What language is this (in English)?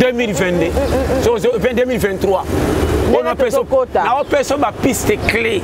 Lingala